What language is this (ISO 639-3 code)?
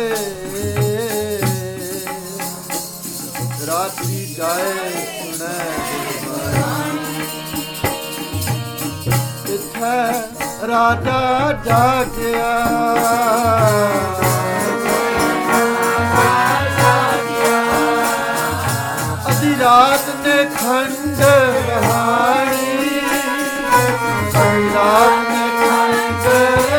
pan